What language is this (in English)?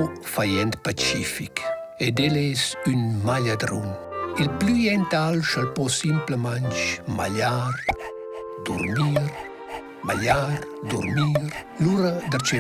Romansh